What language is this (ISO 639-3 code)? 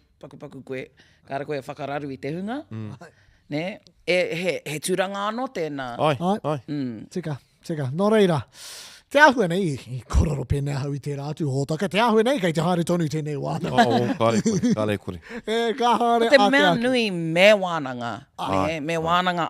mri